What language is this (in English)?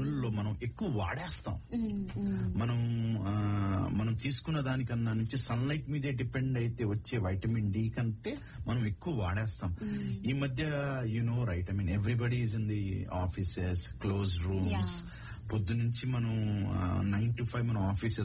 Telugu